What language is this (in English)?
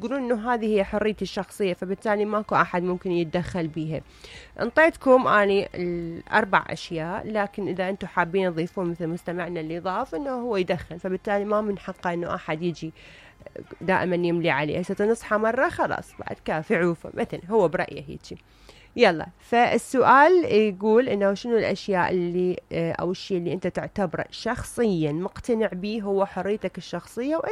Mesopotamian Arabic